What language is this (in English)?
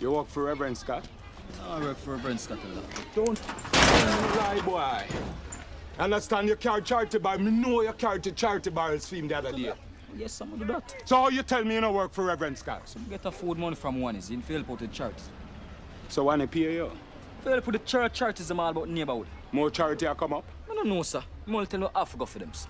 Jamaican Creole English